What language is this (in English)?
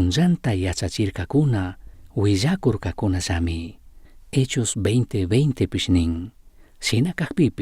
Chimborazo Highland Quichua